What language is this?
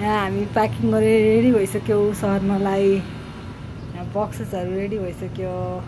Nepali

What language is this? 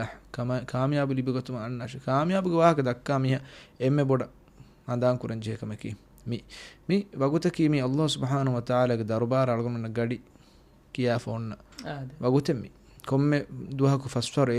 Divehi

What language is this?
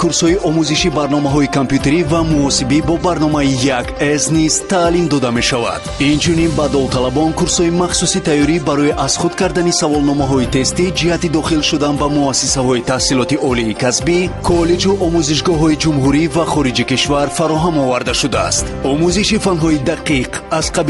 Tajik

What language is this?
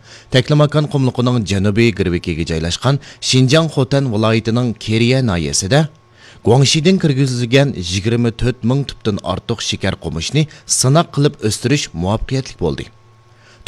Uyghur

